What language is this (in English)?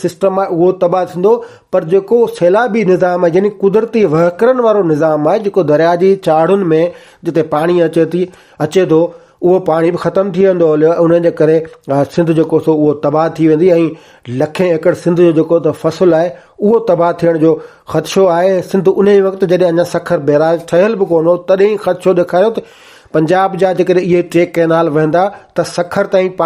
Sindhi